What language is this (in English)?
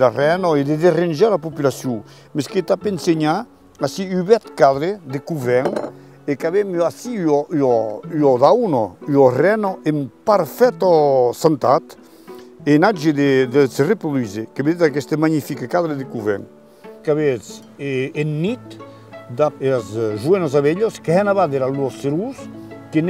Occitan